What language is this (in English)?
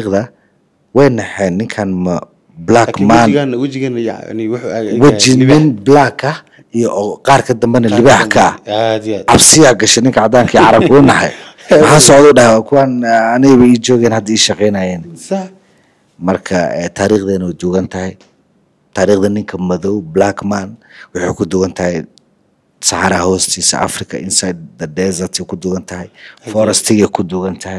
Somali